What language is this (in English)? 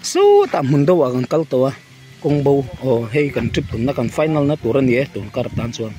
Mizo